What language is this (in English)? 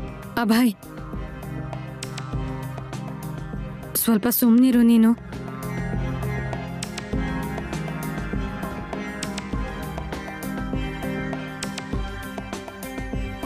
Kannada